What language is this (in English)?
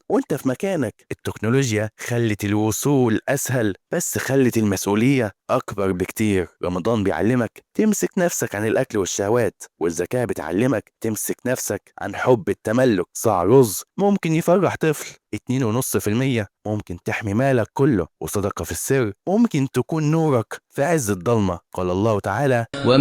Egyptian Arabic